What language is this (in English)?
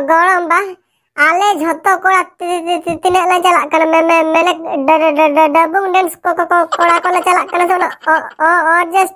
Santali